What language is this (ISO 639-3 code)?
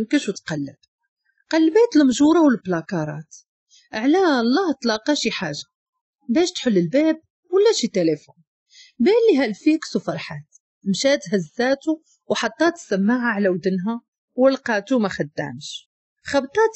ary